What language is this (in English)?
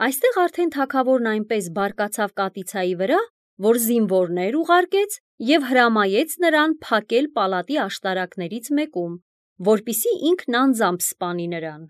Armenian